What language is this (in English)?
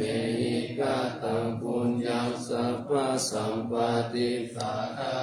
Pali